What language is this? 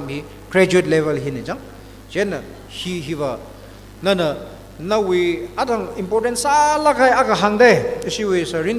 Tangkhul Naga (India)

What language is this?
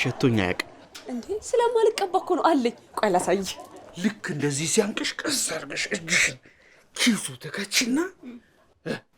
Amharic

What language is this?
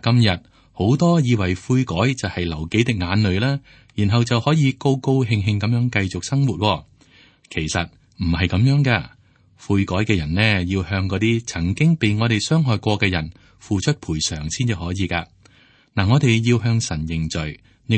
Cantonese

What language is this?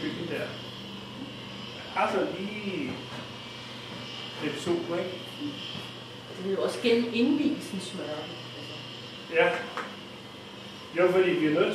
Danish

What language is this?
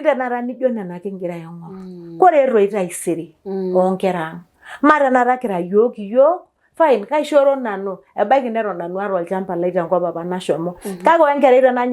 Masai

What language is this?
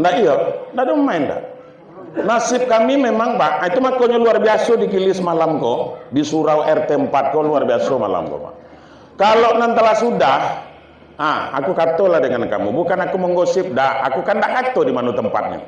Minangkabau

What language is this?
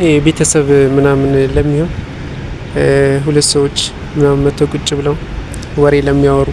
Amharic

